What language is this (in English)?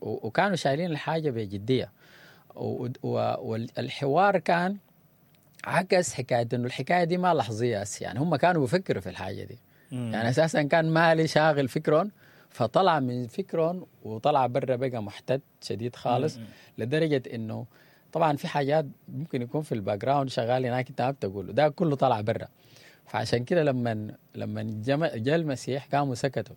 Sudanese Arabic